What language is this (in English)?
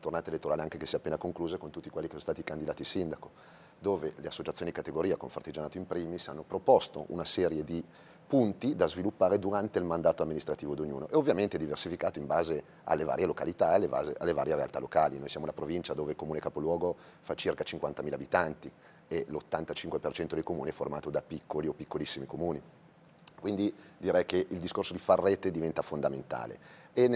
Italian